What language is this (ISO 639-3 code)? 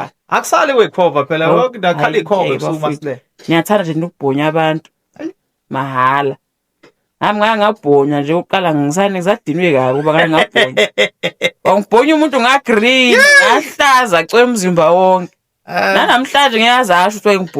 zul